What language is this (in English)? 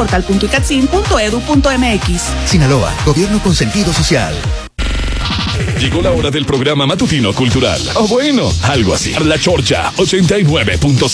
Spanish